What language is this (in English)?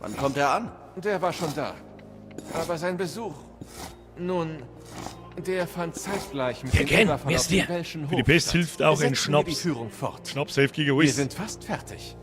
Bavarian